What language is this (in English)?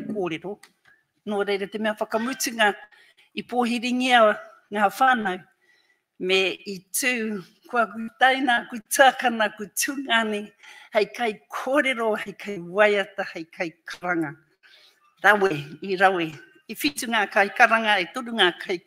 Māori